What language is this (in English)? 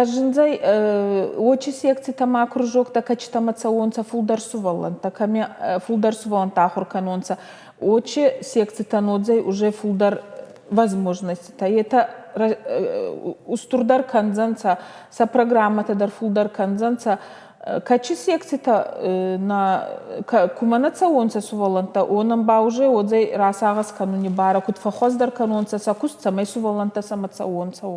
Ossetic